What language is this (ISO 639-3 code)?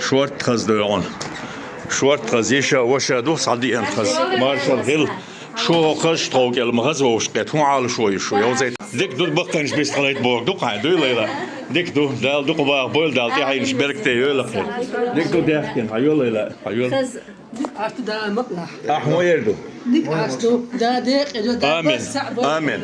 che